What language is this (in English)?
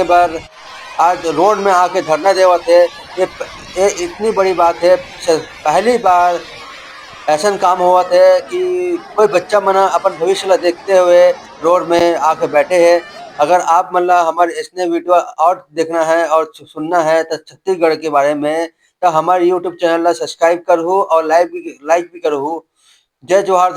Chhattisgarhi